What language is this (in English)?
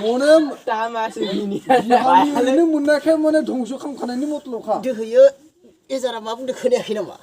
Bodo